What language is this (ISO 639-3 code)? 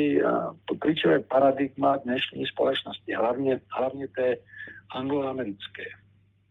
ces